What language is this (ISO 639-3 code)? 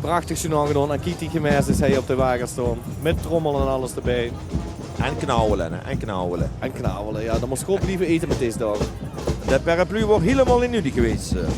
lim